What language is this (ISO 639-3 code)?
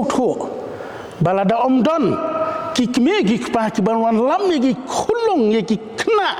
kha